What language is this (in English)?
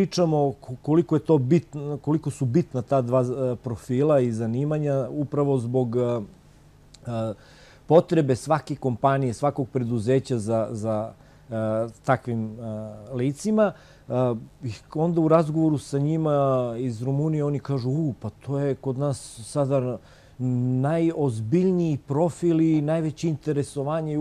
Serbian